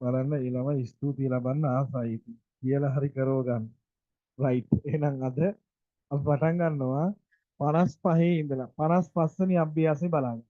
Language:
Sinhala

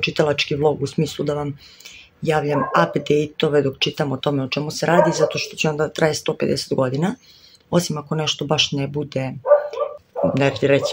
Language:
Serbian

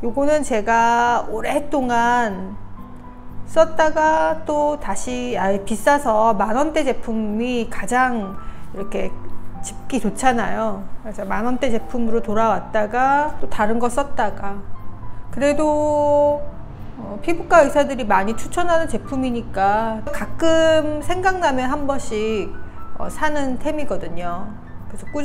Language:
Korean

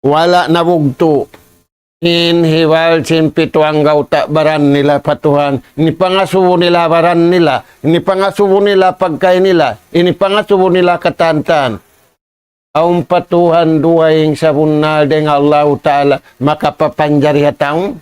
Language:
Tausug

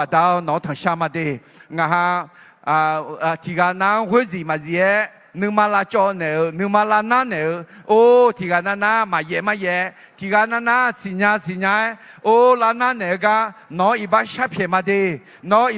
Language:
Akha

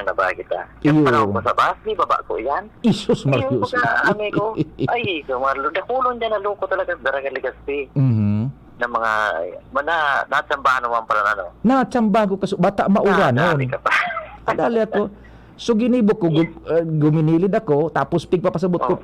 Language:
Bikol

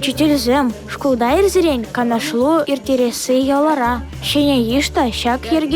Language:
Chuvash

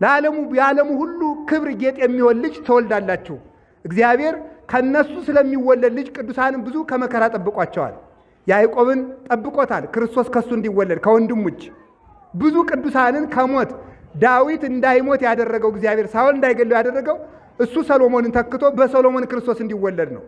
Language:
Amharic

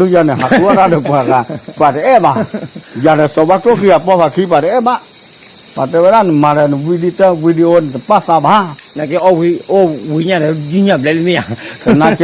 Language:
S'gaw Karen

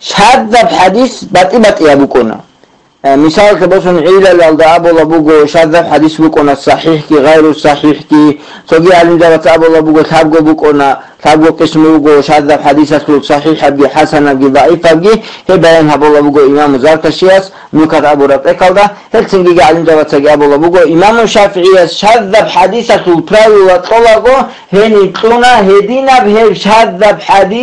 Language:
Avaric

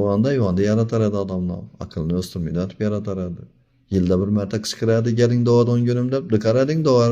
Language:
Uzbek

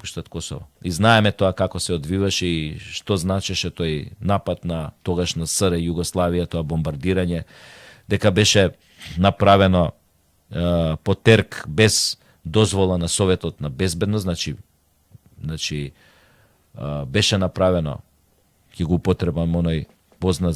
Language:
Macedonian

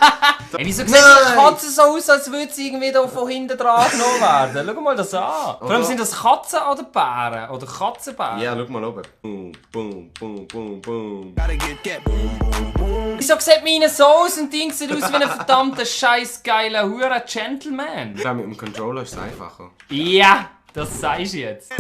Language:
Swiss German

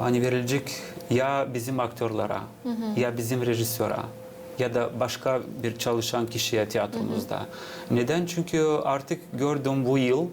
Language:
Gagauz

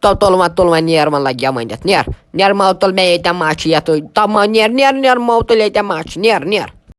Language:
Kashmiri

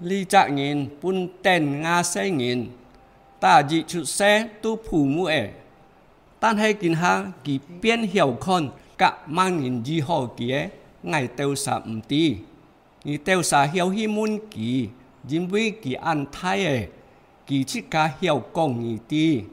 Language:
Hakka Chinese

